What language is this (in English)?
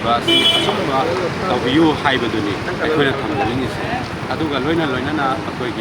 Manipuri